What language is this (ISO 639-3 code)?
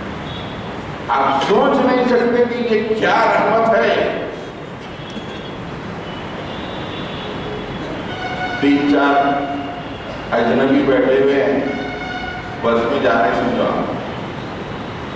urd